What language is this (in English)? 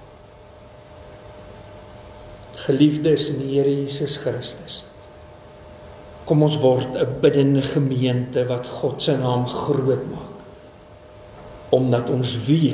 Afrikaans